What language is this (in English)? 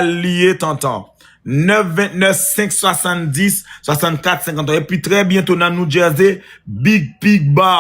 Haitian Creole